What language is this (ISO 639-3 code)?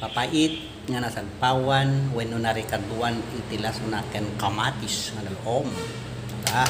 ilo